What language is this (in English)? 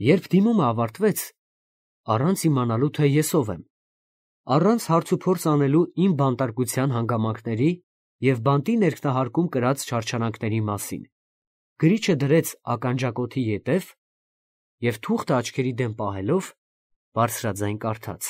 Armenian